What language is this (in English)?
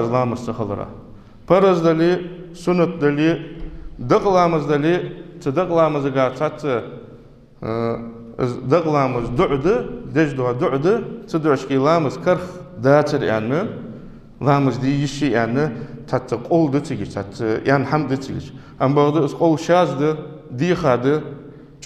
Ingush